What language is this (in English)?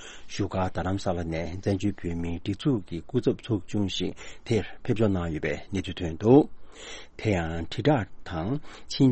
Tibetan